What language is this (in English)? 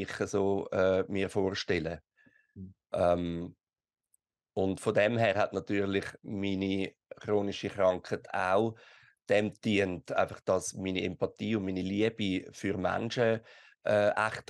Swiss German